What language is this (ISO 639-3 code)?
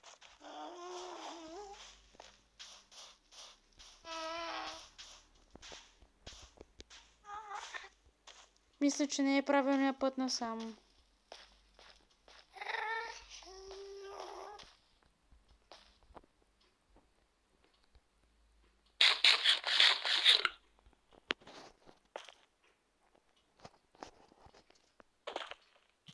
bul